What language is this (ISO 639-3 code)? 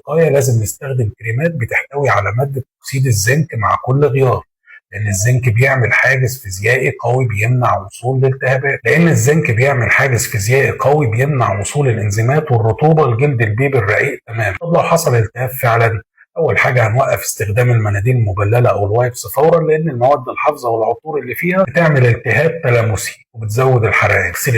arz